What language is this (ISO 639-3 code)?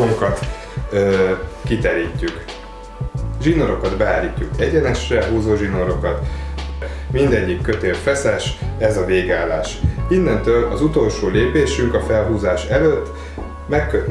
hun